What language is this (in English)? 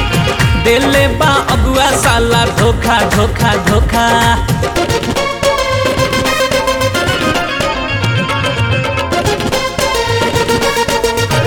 Bhojpuri